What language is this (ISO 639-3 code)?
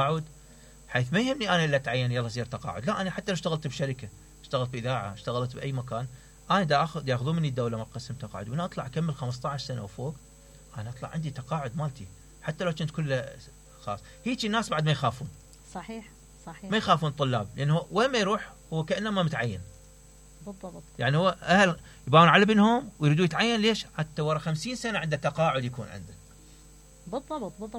acm